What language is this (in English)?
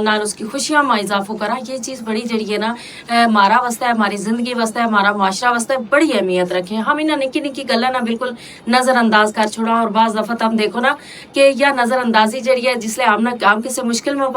Gujari